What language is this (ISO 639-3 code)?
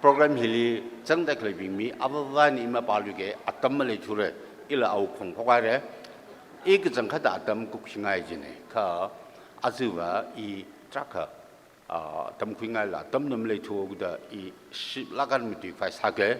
nmf